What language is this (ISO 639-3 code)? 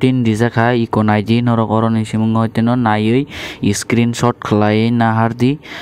trp